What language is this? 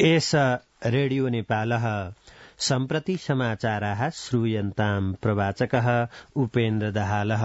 Sanskrit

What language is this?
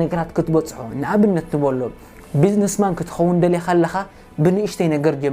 Tigrinya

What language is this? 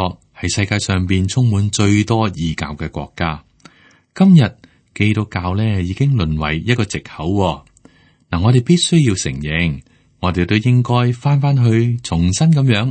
Cantonese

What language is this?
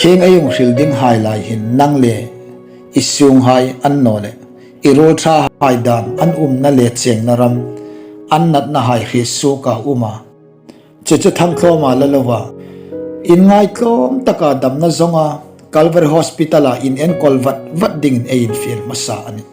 Hmar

